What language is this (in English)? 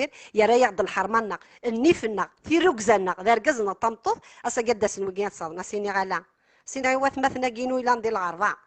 Kabyle